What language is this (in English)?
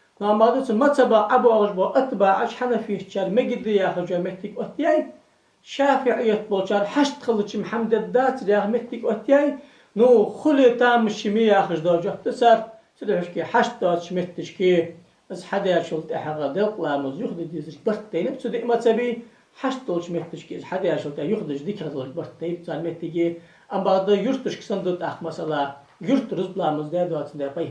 Ingush